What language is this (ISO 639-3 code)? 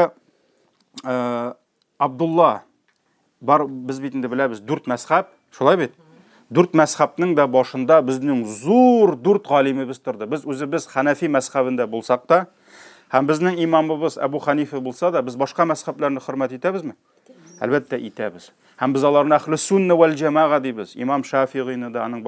tat